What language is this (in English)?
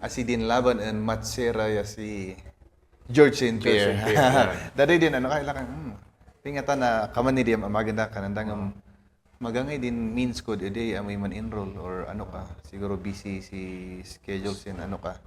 Kankanaey